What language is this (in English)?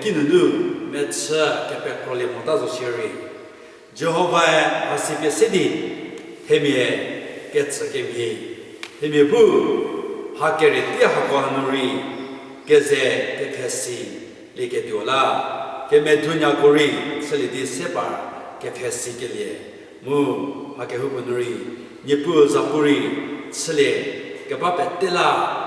Angami Naga